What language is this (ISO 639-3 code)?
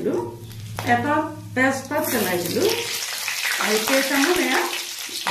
asm